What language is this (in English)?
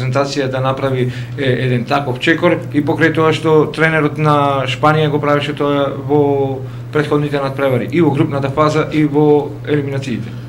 Macedonian